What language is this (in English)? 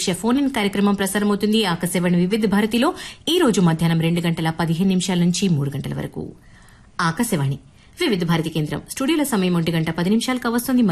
Telugu